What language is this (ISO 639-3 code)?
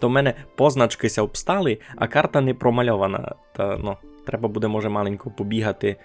rue